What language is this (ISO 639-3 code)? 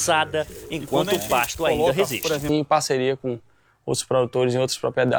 por